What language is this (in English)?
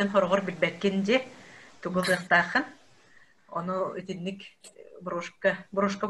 Yakut